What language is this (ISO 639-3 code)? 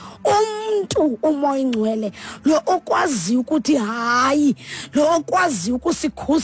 xho